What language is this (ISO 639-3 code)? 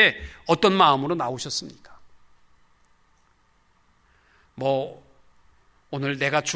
kor